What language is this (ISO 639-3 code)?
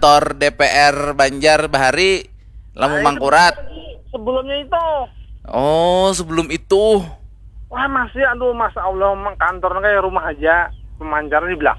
bjn